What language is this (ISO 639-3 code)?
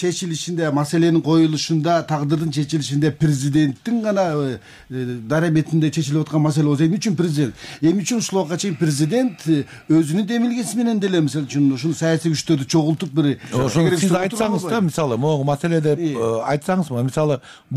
kir